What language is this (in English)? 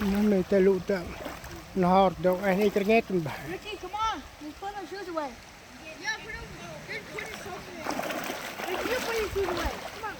Central Mnong